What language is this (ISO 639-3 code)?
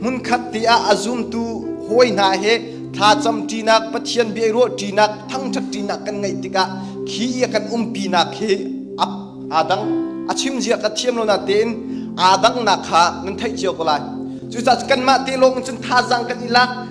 cnh